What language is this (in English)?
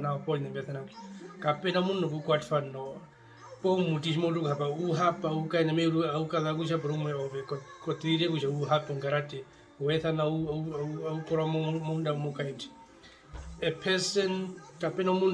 Herero